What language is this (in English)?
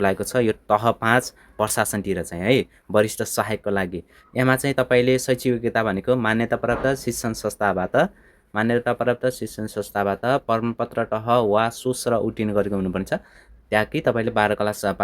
Nepali